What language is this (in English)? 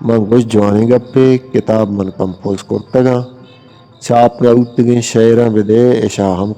Eastern Balochi